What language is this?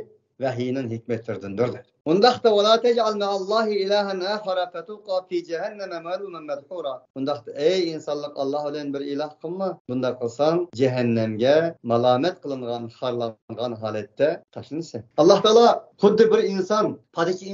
Uyghur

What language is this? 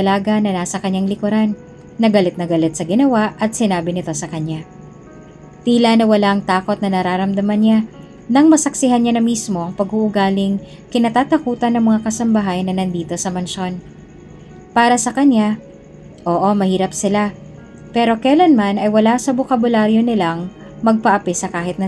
Filipino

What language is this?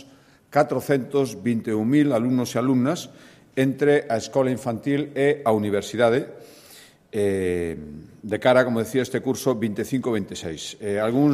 Galician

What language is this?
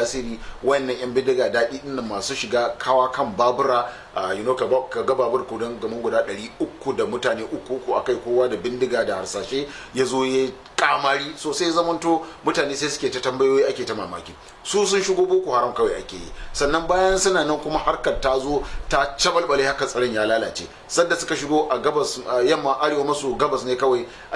Hausa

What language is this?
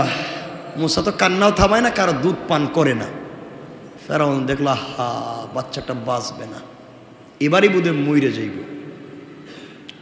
Bangla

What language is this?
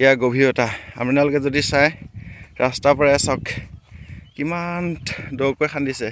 Assamese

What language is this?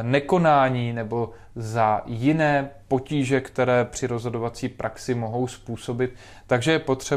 Czech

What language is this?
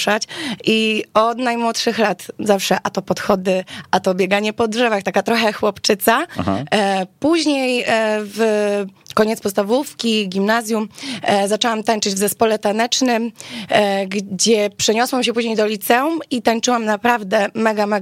Polish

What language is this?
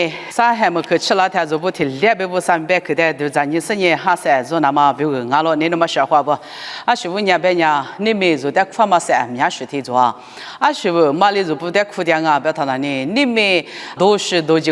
Lisu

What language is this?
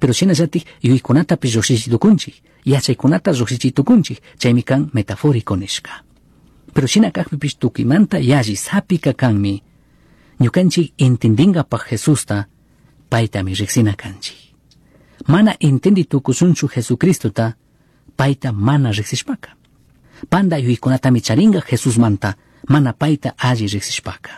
Chimborazo Highland Quichua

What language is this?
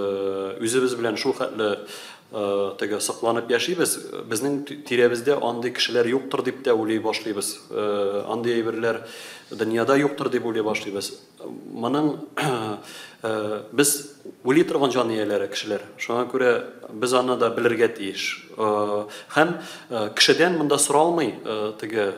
Tatar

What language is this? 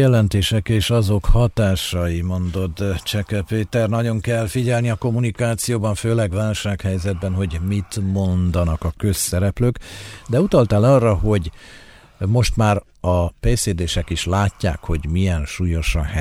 Hungarian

